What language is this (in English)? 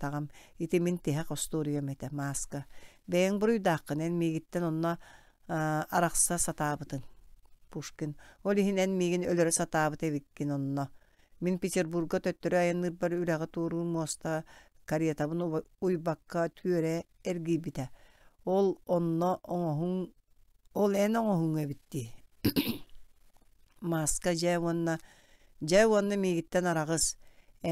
Yakut